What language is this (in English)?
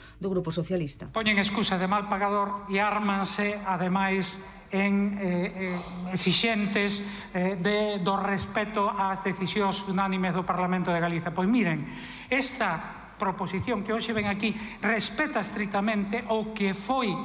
Galician